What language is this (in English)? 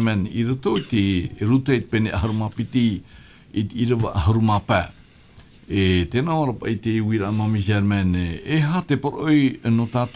Tahitian